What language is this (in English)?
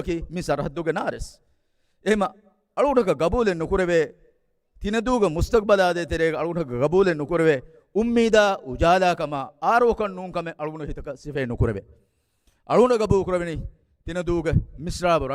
Divehi